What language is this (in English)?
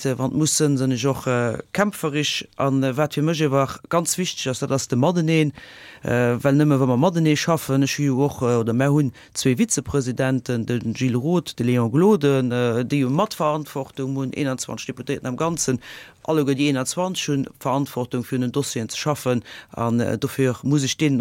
Luxembourgish